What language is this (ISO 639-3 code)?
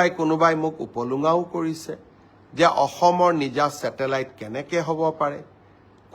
asm